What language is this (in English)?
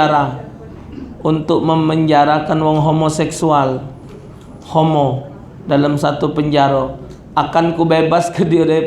Musi